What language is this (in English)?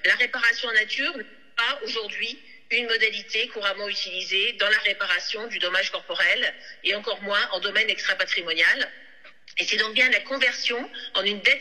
French